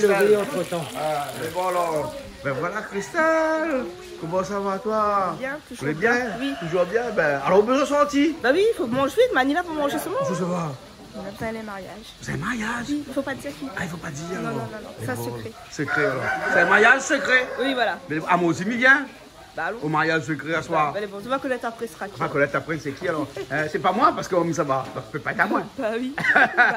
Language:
Réunion Creole French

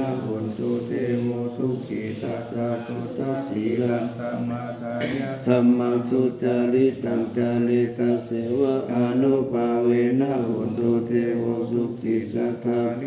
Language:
Pali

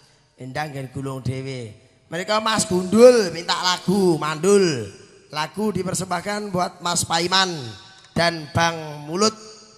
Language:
Javanese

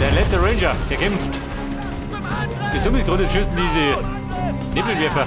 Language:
Bavarian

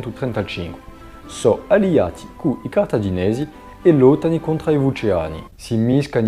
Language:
Corsican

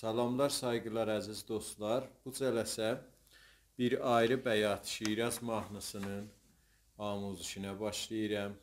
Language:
South Azerbaijani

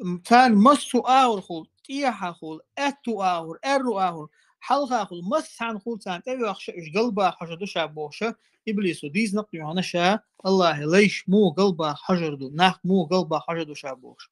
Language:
Chechen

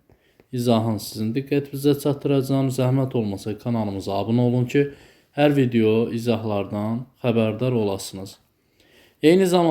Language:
Azerbaijani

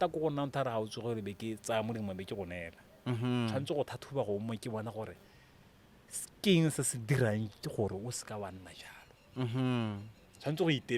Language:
Tswana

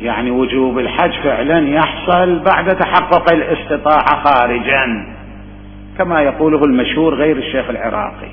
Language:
Mesopotamian Arabic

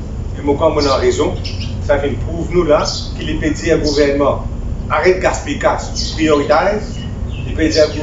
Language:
Morisyen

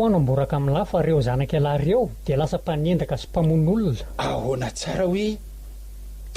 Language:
Malagasy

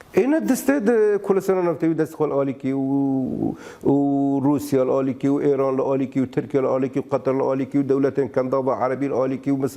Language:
Kurdish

